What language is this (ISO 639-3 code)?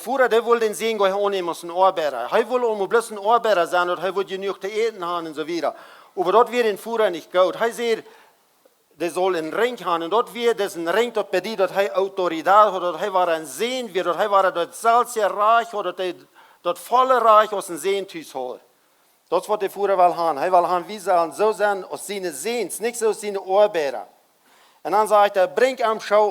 pdt